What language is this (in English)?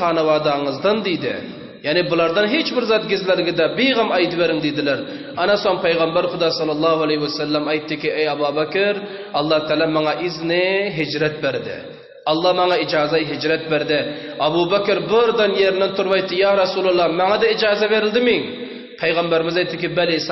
Turkmen